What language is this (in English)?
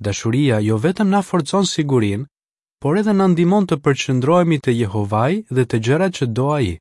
Albanian